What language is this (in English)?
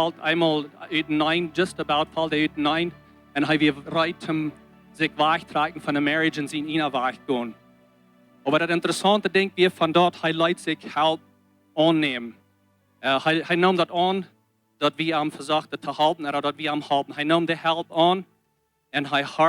Plautdietsch